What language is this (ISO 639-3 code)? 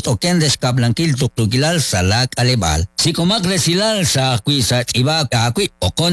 kek